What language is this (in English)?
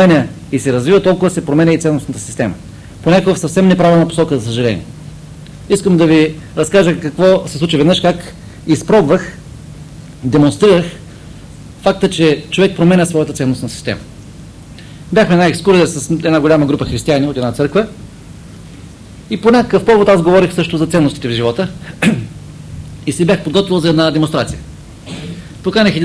Bulgarian